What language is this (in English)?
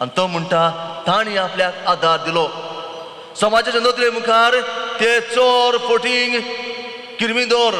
Konkani